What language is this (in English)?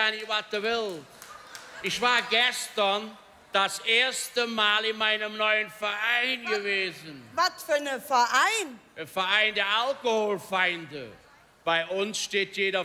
Colognian